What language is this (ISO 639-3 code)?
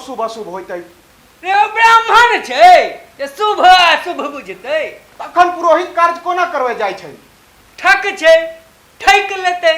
mai